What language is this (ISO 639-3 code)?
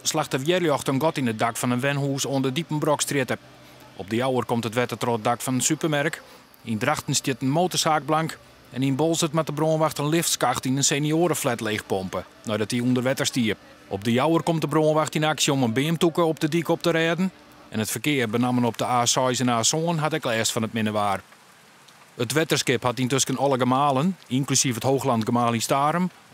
fry